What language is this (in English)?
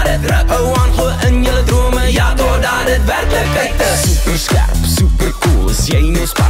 Afrikaans